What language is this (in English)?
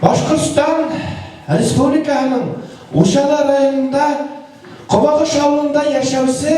Bashkir